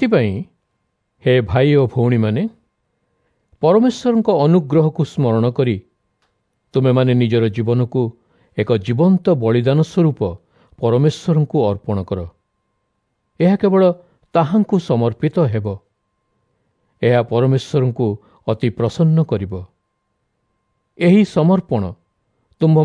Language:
Odia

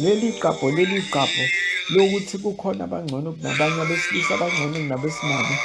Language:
Zulu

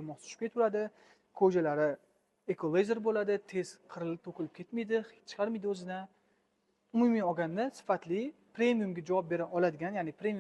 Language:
Uzbek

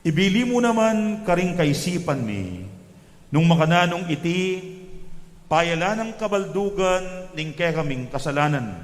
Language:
Pampanga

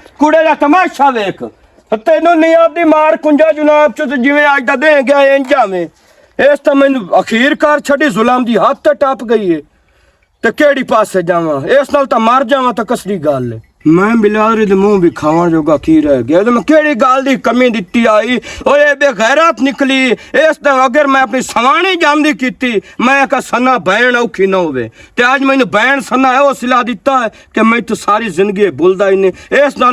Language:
Western Panjabi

